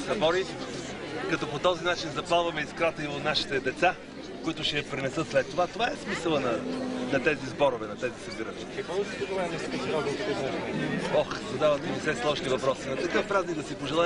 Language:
Bulgarian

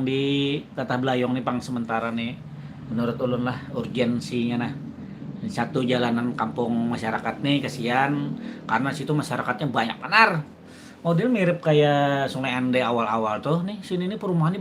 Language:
Banjar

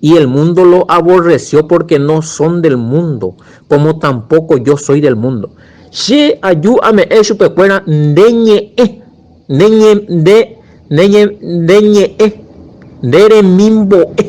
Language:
Guarani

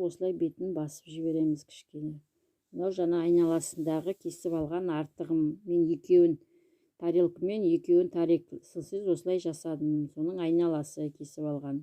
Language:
Kazakh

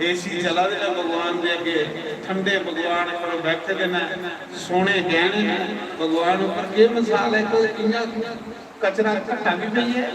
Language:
Dogri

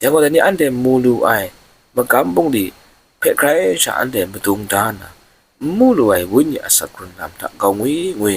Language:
Kachin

